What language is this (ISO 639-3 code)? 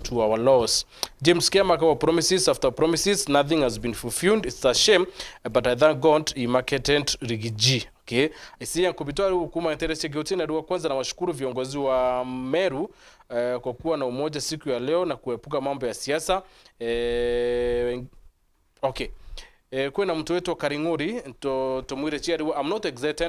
mer